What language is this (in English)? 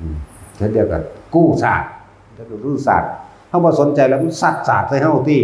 Northeastern Thai